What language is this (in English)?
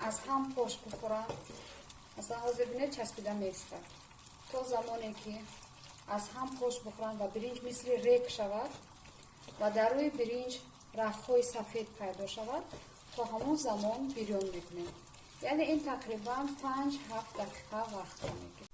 Tajik